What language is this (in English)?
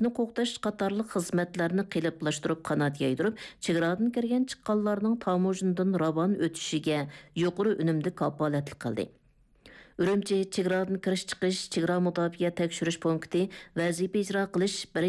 Uyghur